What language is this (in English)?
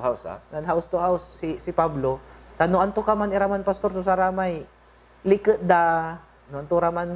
Pangasinan